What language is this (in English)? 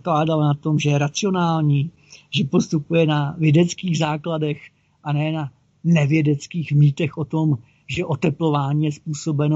Czech